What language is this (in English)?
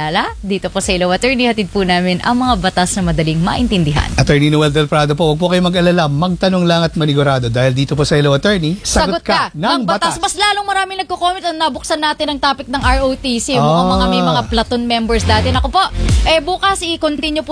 Filipino